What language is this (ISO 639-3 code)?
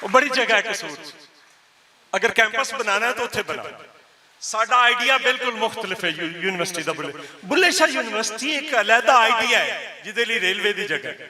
lah